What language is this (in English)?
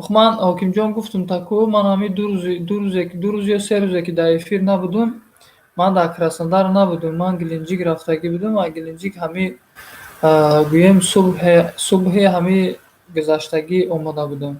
Tajik